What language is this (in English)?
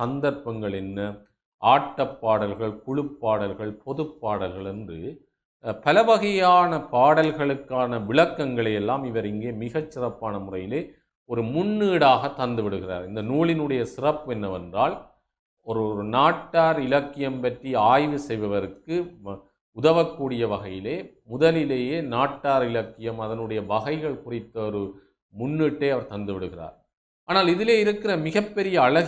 Tamil